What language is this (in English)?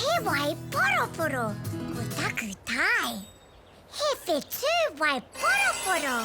Māori